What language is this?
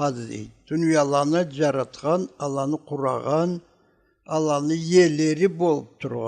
Karachay-Balkar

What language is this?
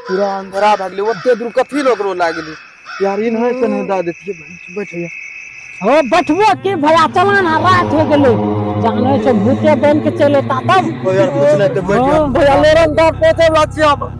Maithili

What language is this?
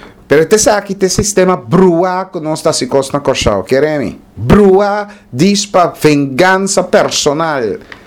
Papiamento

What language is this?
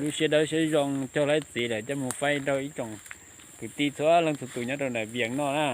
Hmong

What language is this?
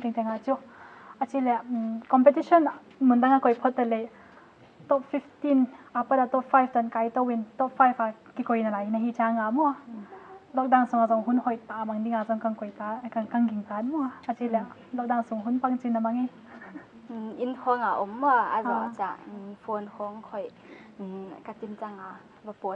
Paite Chin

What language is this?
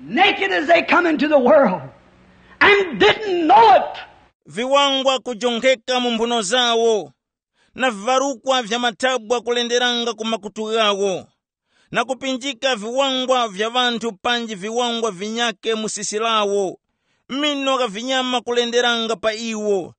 Tumbuka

